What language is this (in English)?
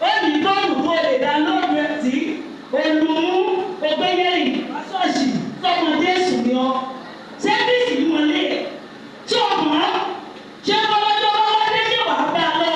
Yoruba